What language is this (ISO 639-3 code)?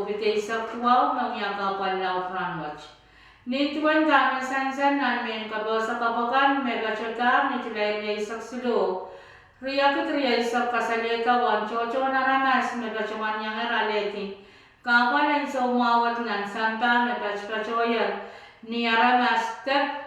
pon